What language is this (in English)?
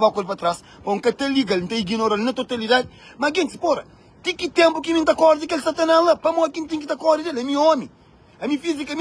Kabuverdianu